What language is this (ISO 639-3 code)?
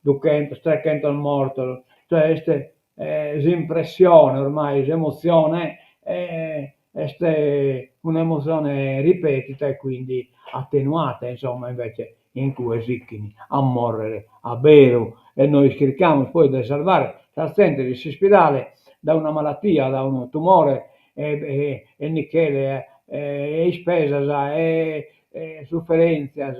srd